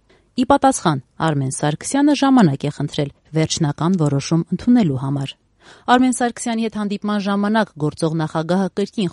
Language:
Armenian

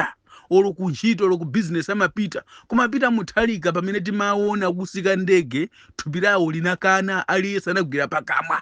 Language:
Nyanja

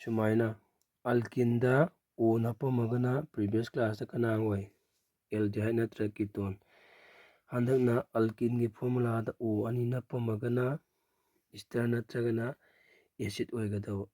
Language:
Manipuri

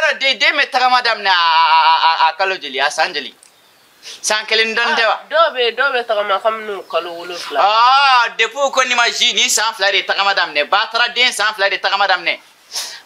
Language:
Bambara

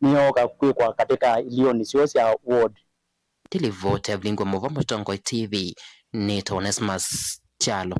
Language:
Kamba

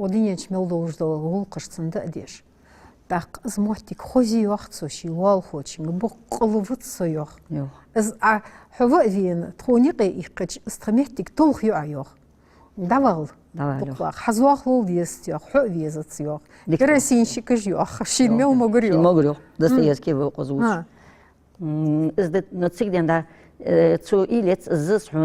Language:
Ingush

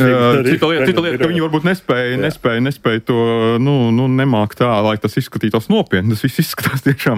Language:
Latvian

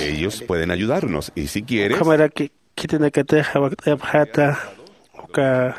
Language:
Aymara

